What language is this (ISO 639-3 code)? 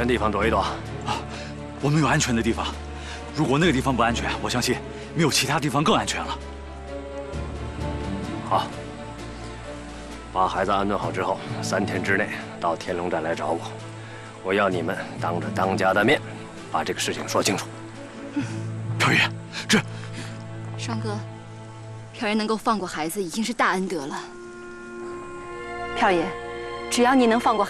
zho